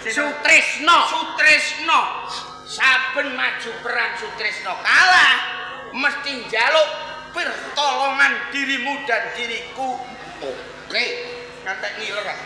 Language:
Javanese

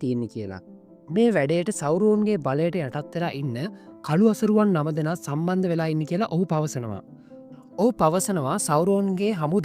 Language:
Sinhala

